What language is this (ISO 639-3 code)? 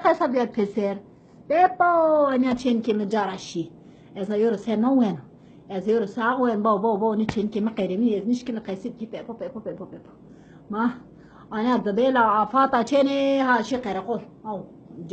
zza